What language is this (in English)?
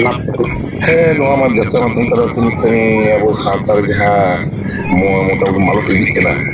Santali